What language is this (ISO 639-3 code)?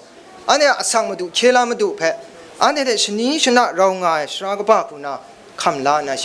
kac